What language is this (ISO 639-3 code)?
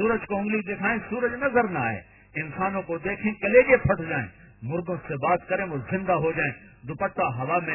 urd